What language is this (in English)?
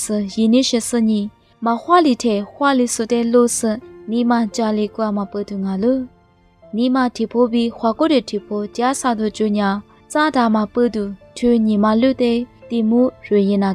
Lisu